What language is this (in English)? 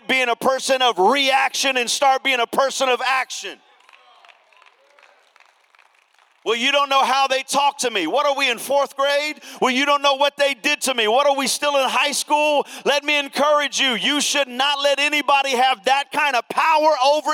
English